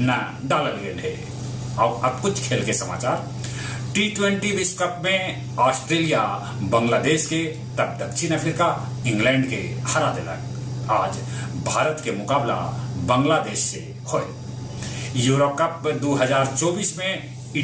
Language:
Magahi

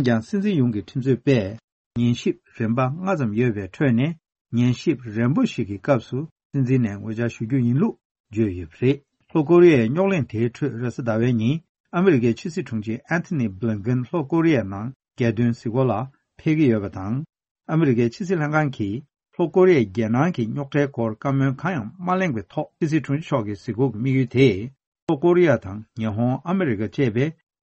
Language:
Tibetan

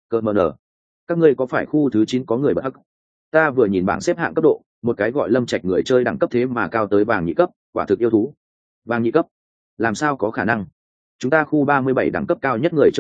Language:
Vietnamese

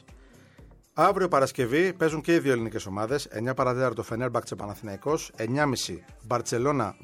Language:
Greek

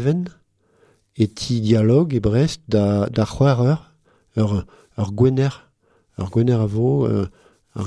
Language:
Breton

